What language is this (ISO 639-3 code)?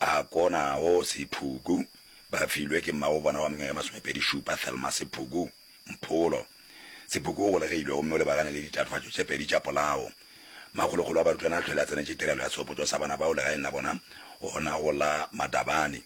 nso